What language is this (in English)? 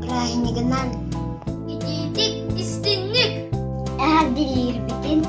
Yakut